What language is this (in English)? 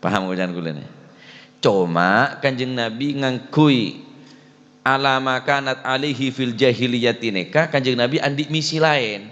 Madurese